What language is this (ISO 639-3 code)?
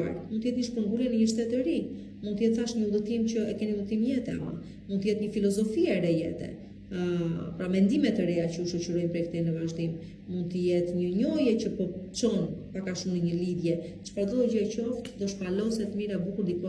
sqi